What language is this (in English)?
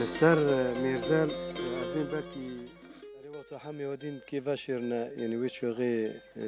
Kurdish